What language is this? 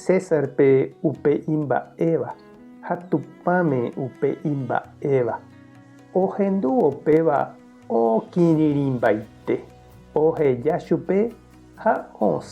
Guarani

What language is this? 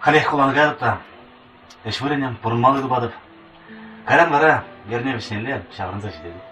Chuvash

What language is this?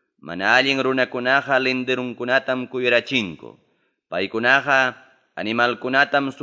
Ayacucho Quechua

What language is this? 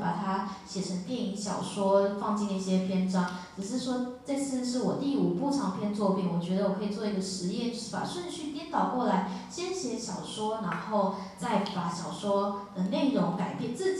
Chinese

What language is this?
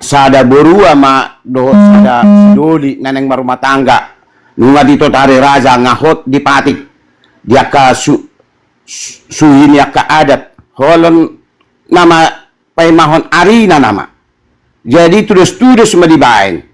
Batak Toba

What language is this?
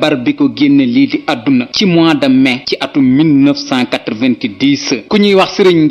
Wolof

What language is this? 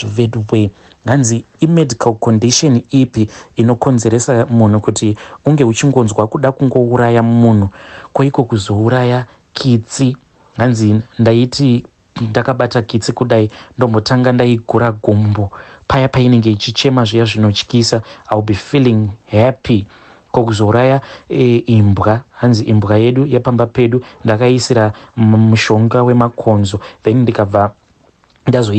Shona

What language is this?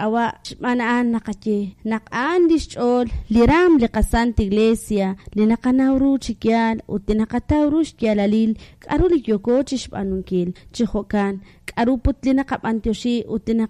Kekchí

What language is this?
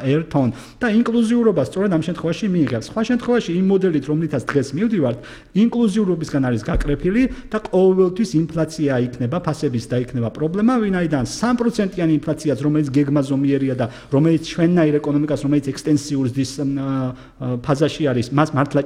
Georgian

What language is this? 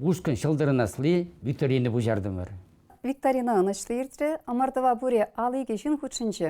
Chuvash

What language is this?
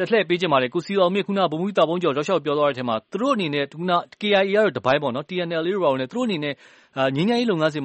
Burmese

